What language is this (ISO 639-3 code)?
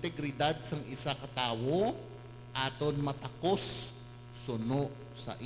hil